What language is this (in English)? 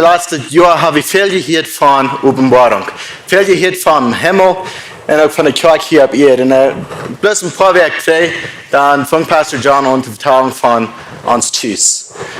Plautdietsch